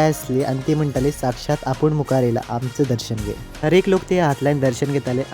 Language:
Konkani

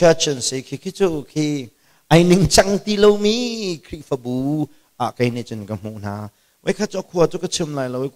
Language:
Hakha Chin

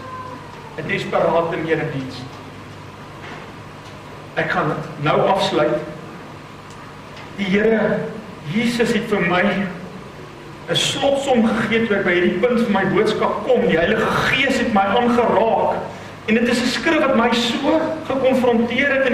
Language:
Afrikaans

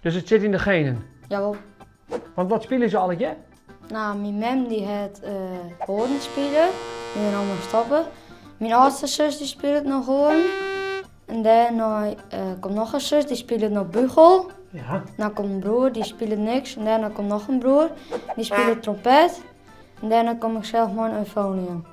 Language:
Western Frisian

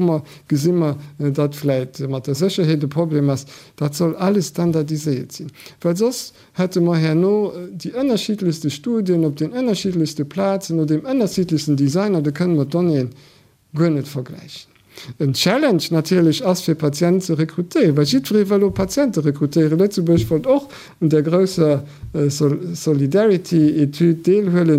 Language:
Luxembourgish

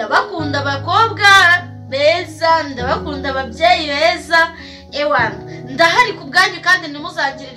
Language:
Kinyarwanda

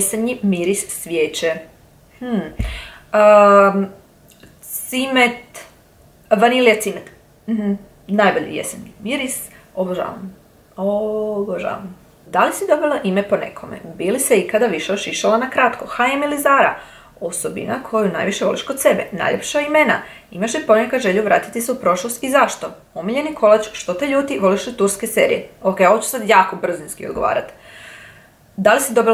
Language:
Croatian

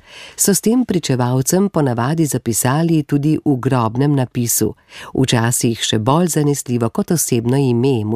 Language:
Slovenian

